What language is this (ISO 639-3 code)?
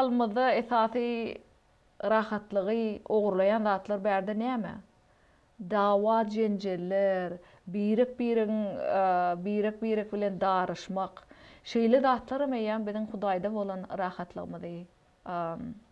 tuk